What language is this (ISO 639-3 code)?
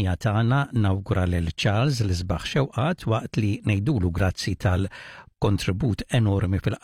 mlt